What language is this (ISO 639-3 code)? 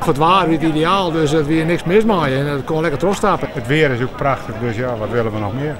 fry